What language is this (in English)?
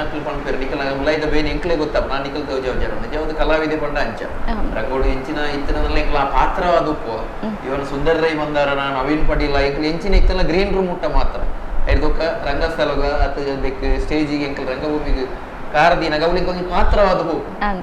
Tulu